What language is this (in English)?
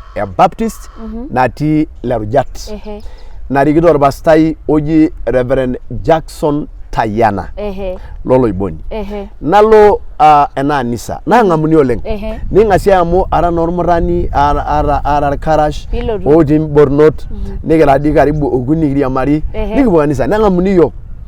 Masai